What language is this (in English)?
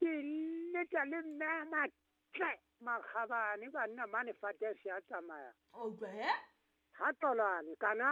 Southern Sotho